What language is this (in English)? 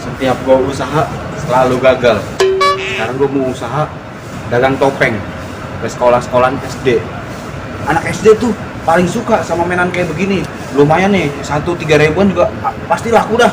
Betawi